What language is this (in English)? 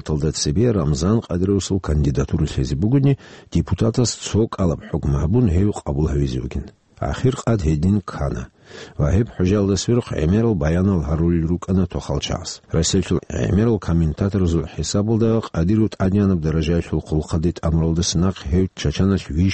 Avaric